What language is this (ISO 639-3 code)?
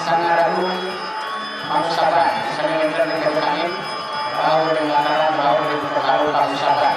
ban